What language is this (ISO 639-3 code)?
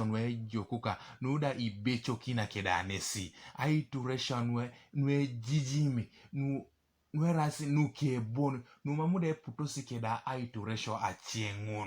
teo